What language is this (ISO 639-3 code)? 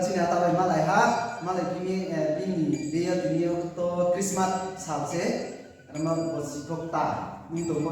ria